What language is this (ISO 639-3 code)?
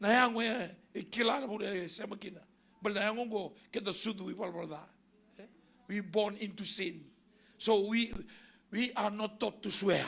fij